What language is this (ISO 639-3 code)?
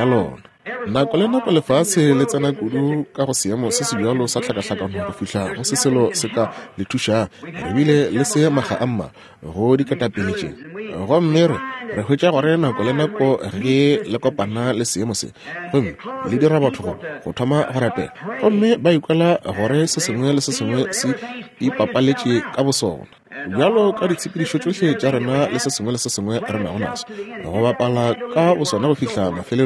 nso